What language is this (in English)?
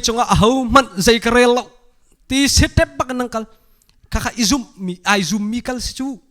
Hakha Chin